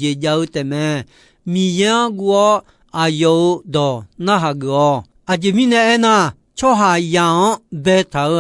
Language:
Akha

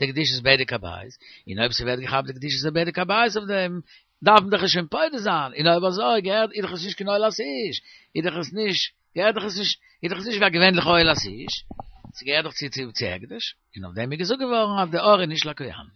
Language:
Yiddish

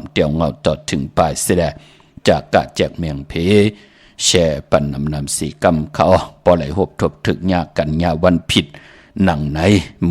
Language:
Shan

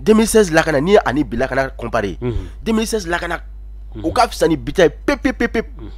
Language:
Bambara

